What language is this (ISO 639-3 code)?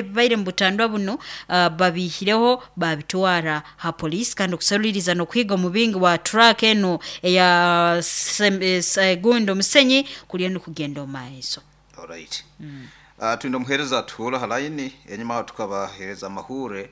nyo